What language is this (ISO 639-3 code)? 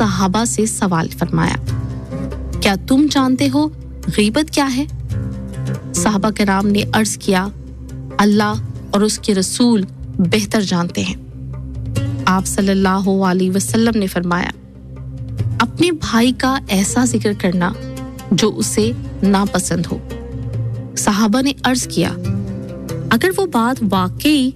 urd